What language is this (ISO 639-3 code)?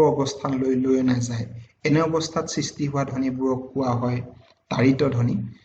asm